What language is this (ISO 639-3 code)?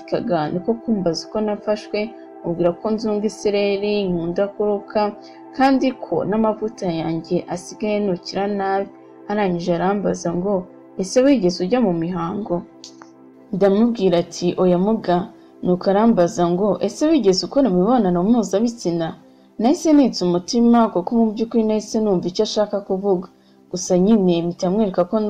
kin